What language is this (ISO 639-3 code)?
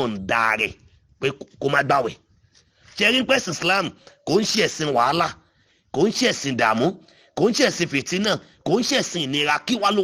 yor